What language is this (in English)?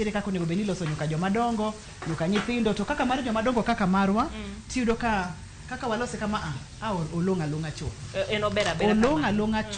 Luo (Kenya and Tanzania)